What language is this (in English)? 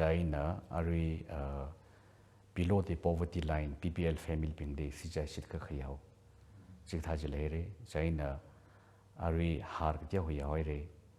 Tangkhul Naga (India)